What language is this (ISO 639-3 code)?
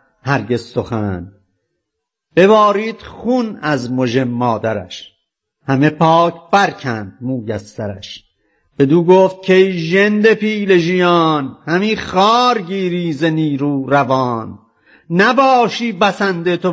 fas